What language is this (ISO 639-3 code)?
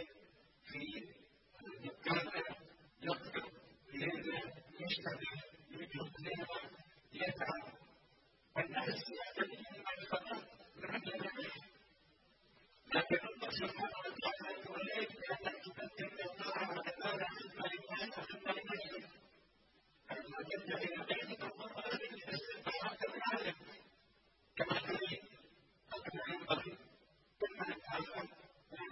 ara